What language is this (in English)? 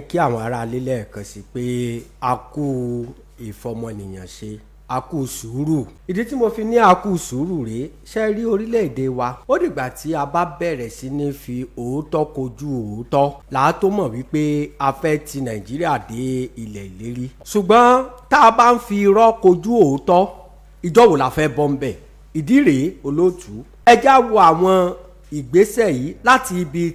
Yoruba